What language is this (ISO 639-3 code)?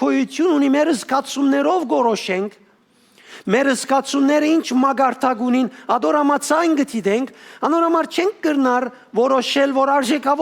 hyw